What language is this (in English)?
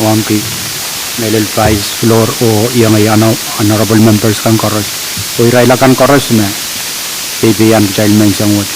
Pohnpeian